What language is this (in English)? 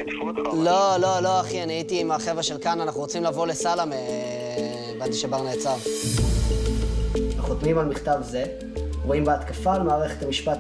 Hebrew